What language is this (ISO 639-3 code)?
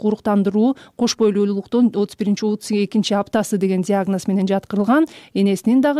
kir